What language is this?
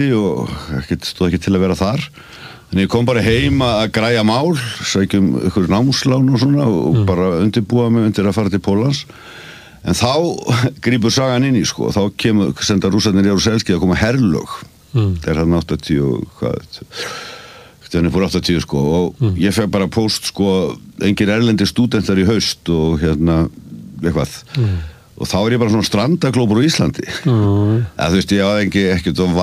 Icelandic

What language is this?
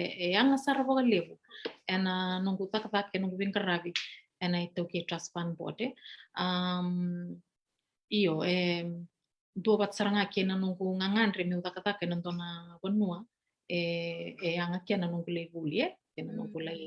Fijian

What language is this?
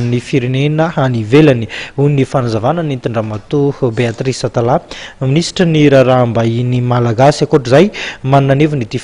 Malagasy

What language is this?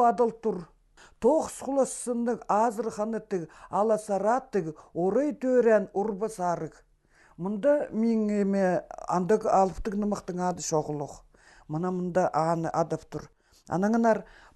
Khakas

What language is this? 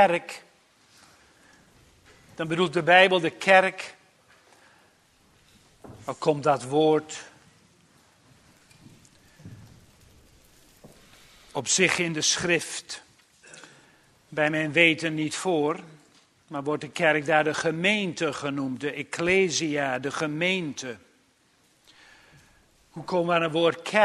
Dutch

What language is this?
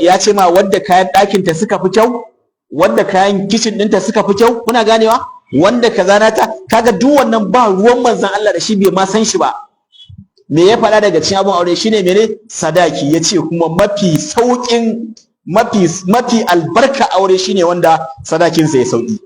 Hausa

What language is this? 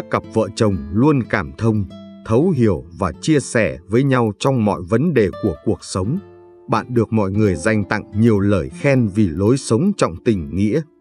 Vietnamese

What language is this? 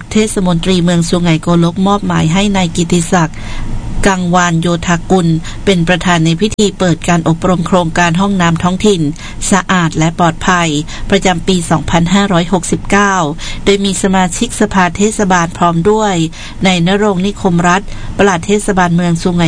Thai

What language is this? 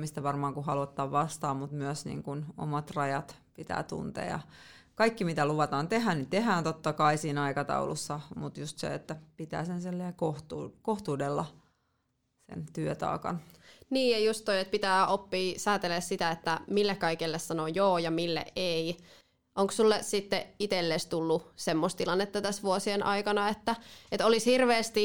Finnish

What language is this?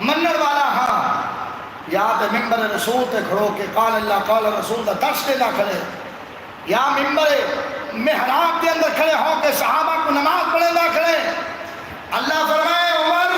Saraiki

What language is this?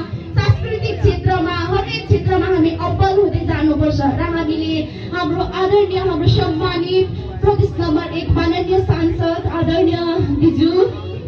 Nepali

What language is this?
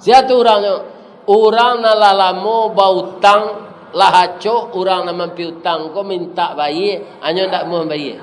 Minangkabau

